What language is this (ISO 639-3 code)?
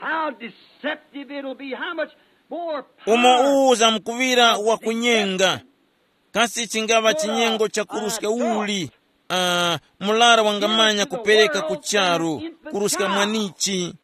tum